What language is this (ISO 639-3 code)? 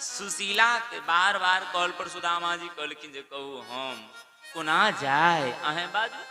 mai